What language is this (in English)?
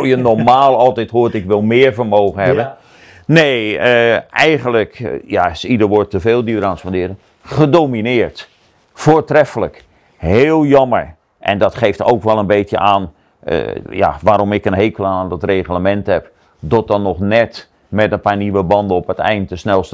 Dutch